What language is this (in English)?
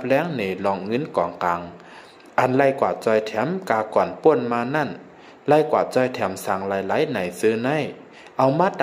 Shan